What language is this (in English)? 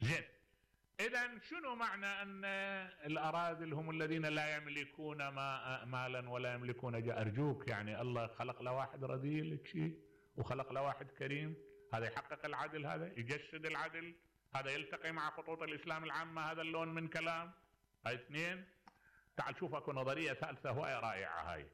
Mesopotamian Arabic